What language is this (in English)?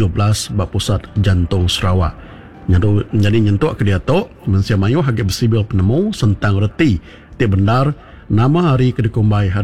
Iban